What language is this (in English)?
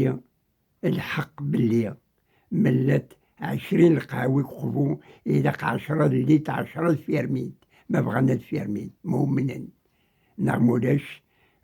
Kabyle